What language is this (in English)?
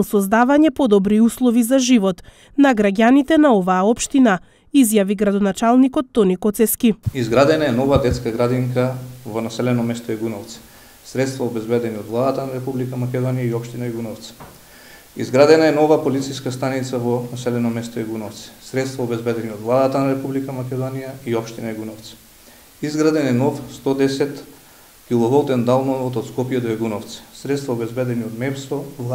Macedonian